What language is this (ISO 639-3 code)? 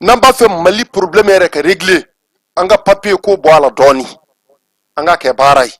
bam